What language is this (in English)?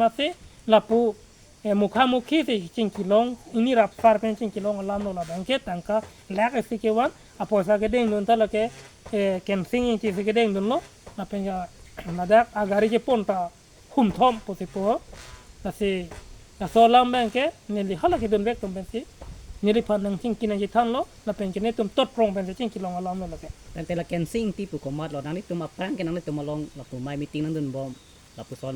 Karbi